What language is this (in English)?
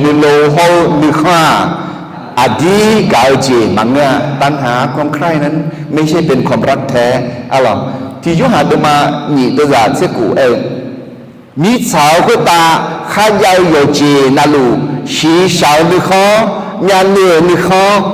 Akha